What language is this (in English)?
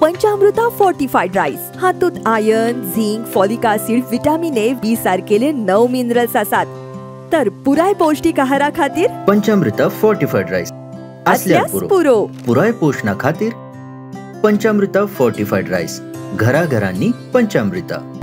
Konkani